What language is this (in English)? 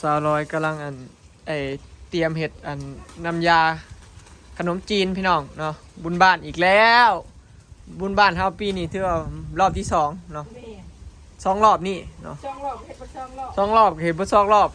Northeastern Thai